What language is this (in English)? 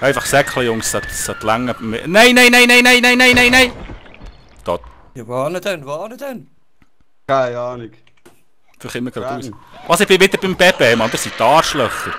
Swiss German